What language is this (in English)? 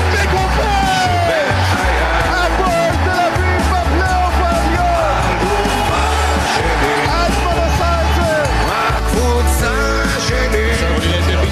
Hebrew